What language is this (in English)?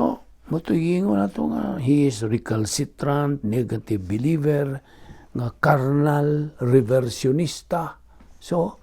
Cebuano